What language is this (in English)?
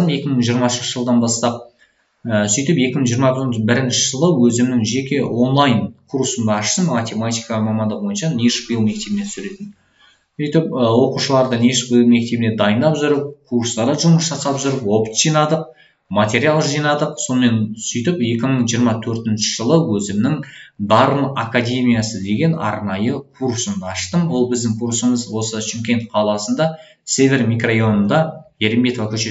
Kazakh